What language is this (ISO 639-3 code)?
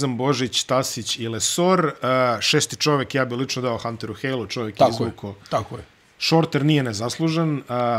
bos